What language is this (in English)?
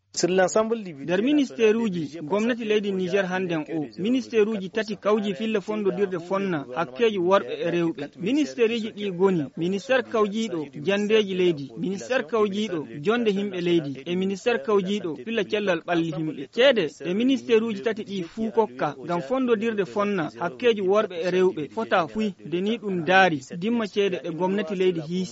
Fula